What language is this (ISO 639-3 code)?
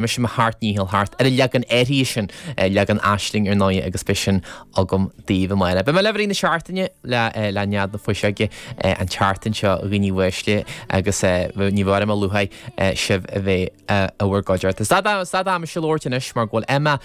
gle